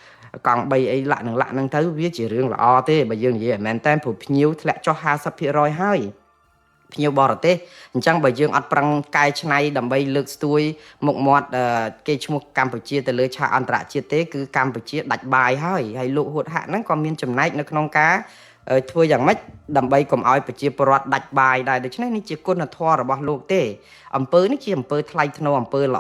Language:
Khmer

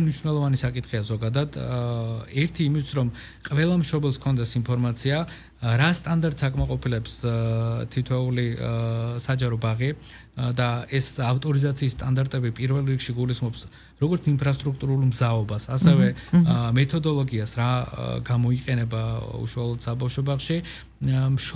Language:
Georgian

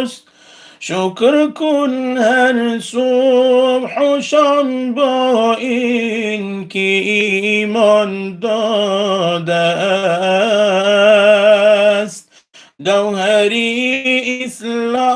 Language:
Tajik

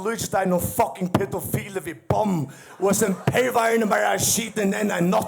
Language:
Faroese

